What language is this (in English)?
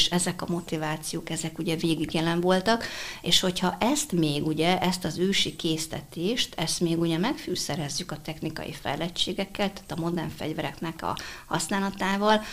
Hungarian